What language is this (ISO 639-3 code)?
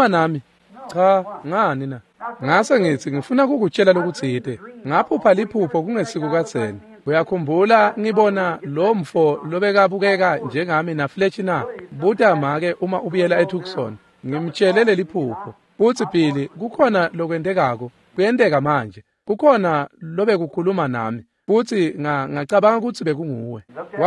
ssw